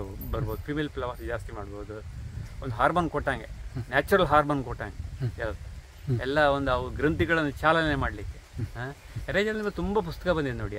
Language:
Kannada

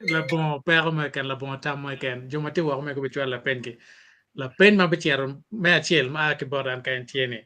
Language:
Acoli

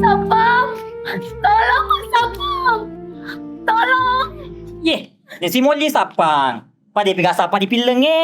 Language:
Buginese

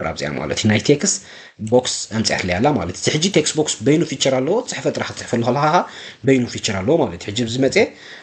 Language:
Tigrinya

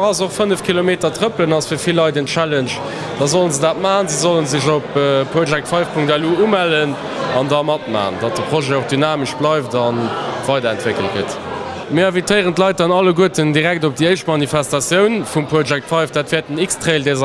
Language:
Luxembourgish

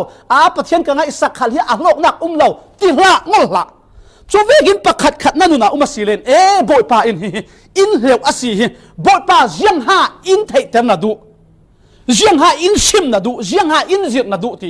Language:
Falam Chin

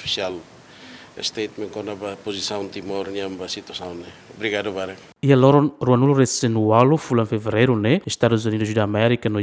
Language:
Tetum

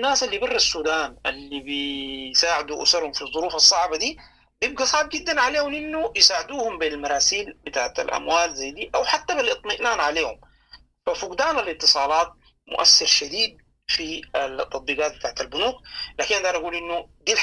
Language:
Sudanese Arabic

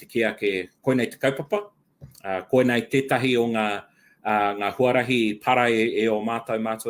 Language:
Māori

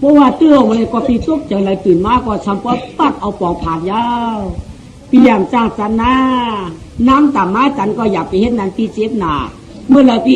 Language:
Shan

